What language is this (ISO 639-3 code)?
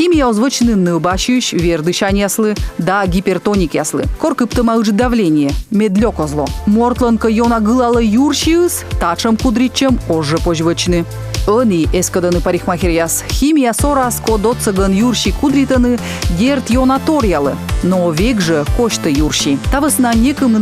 kom